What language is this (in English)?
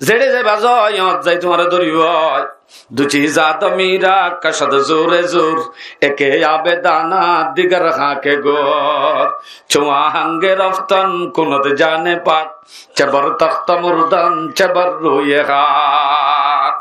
Rohingya